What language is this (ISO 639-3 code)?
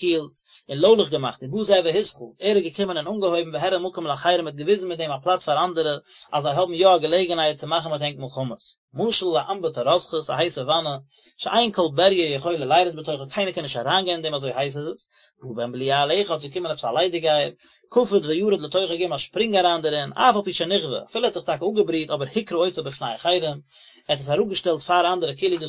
yid